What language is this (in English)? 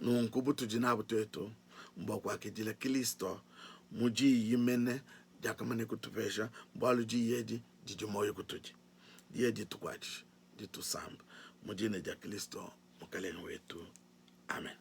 Luba-Lulua